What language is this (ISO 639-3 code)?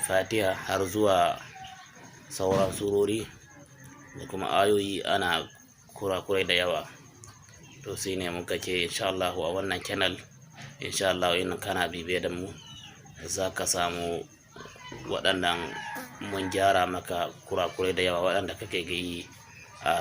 hau